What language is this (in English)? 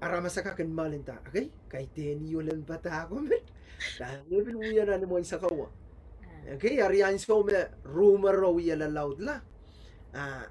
Pohnpeian